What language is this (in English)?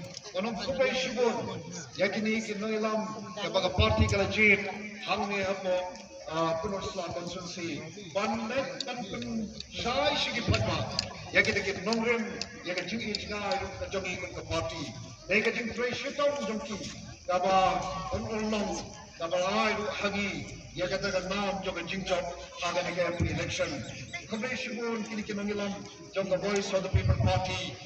Khasi